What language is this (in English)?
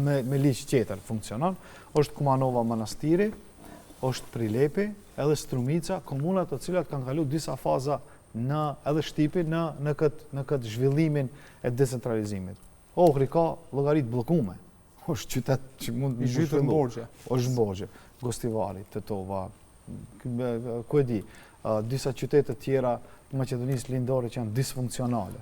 Albanian